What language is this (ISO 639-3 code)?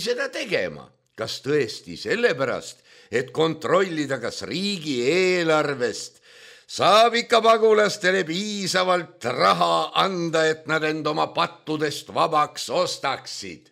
est